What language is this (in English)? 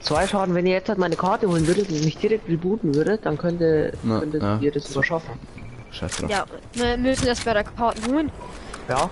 Bavarian